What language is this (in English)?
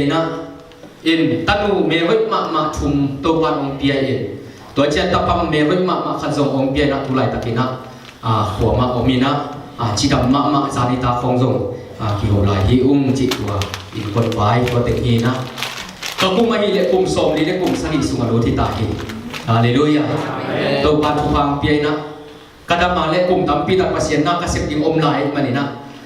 Tedim Chin